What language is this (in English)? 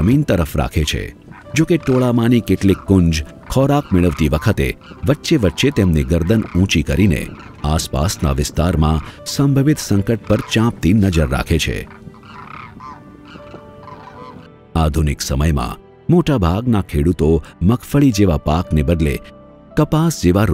Gujarati